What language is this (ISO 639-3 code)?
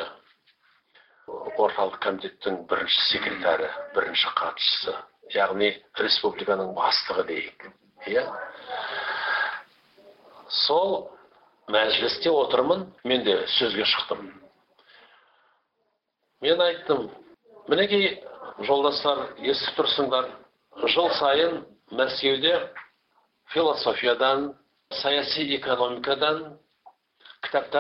kaz